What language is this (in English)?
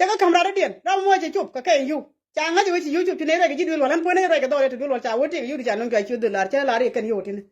Nuer